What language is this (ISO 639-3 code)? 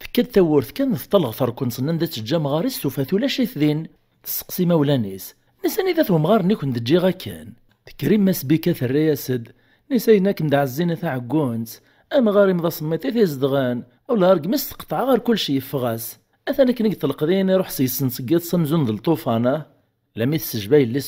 kab